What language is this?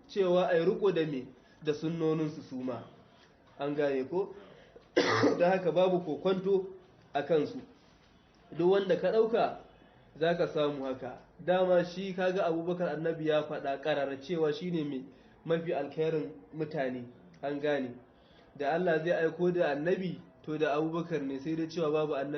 Hausa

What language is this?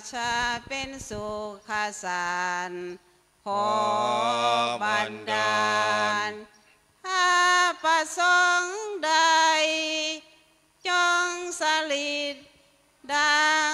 Thai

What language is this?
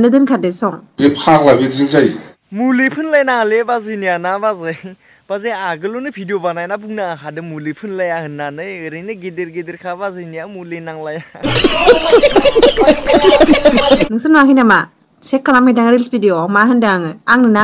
Bodo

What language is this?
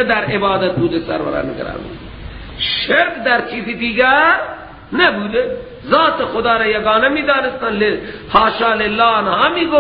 Persian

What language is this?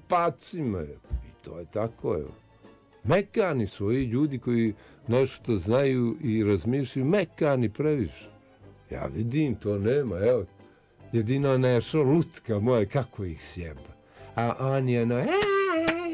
Bosnian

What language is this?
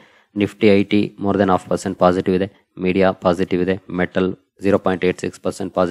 Kannada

